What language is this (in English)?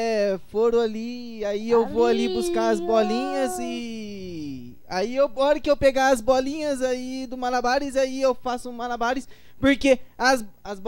Portuguese